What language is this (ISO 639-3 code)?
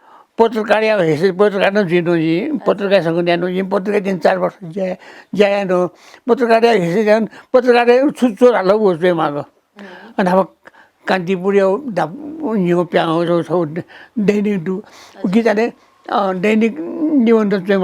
new